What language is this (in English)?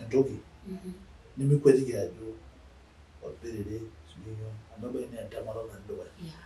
Masai